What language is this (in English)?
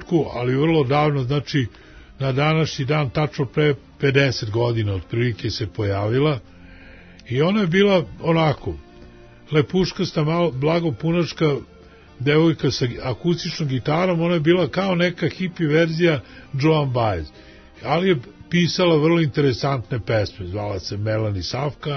Serbian